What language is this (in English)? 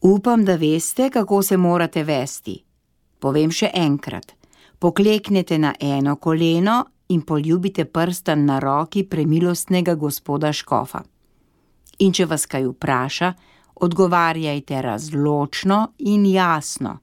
Slovenian